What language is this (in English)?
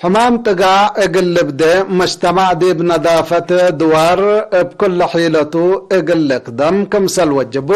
Tigre